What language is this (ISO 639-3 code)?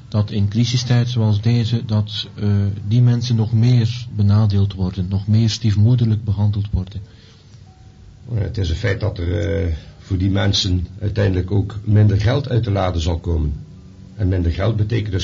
nld